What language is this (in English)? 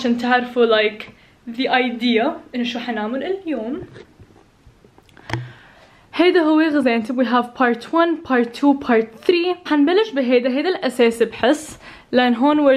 North Levantine Arabic